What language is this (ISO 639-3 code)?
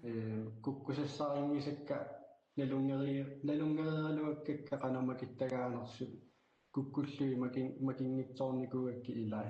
kal